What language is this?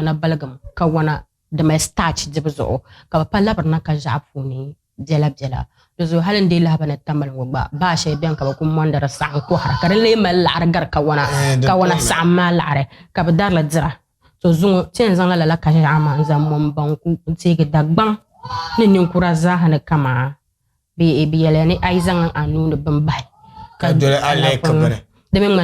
Dagbani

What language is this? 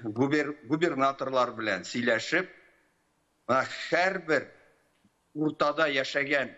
Tatar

